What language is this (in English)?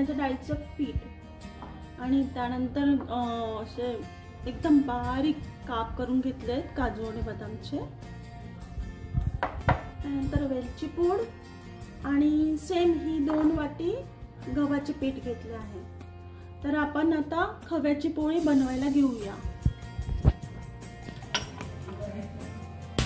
Marathi